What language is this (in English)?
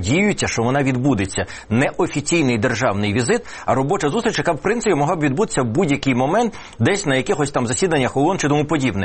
Ukrainian